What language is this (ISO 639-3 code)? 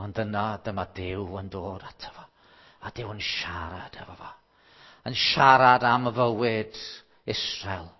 cym